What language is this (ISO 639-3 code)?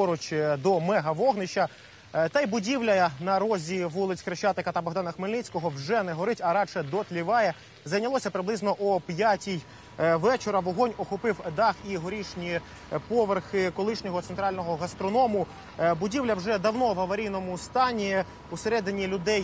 ukr